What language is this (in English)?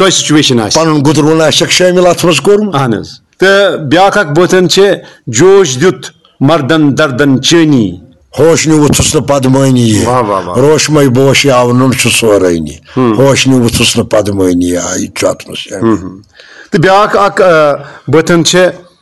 Kashmiri